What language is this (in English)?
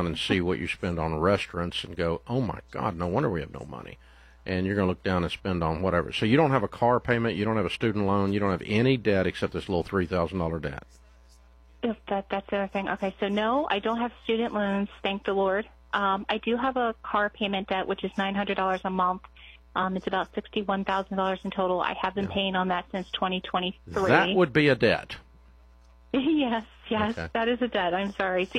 English